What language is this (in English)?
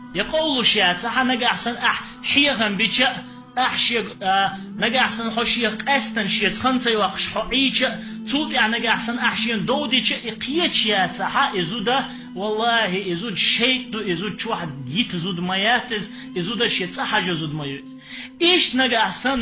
Chechen